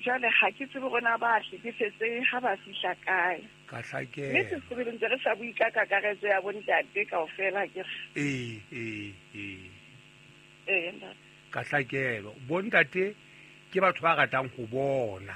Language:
Southern Sotho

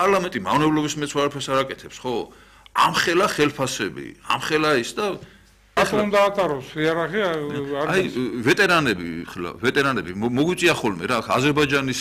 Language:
Georgian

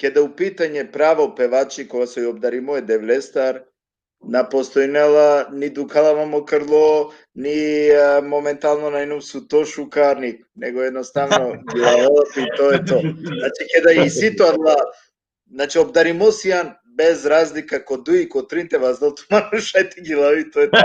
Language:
Balkan Romani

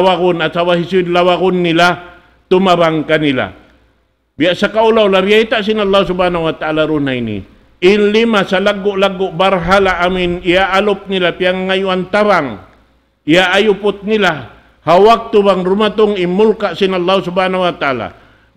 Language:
Tausug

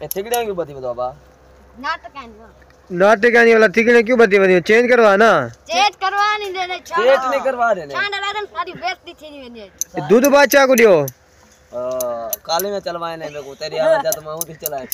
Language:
Saraiki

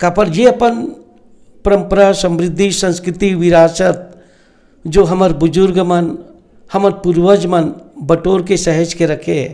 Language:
Chhattisgarhi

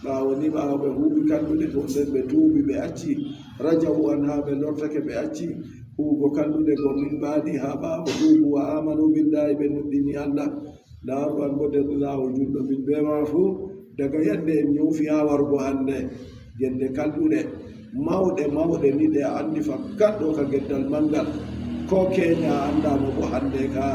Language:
Adamawa Fulfulde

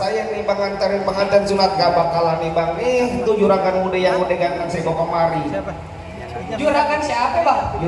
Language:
Betawi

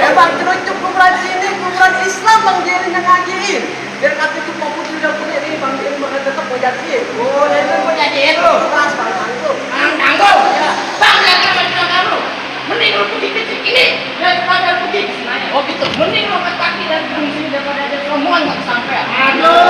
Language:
Betawi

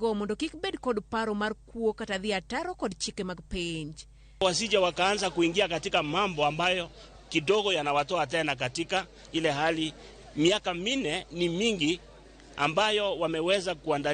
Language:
Luo (Kenya and Tanzania)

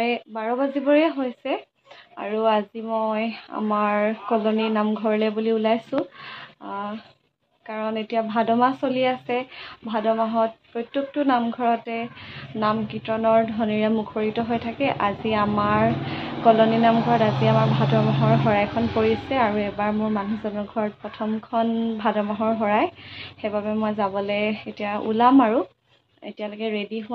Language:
Assamese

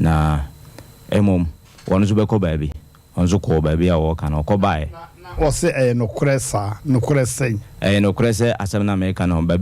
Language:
Akan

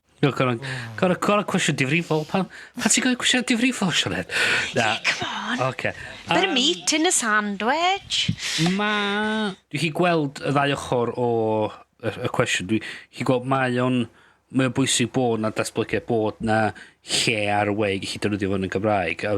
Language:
Welsh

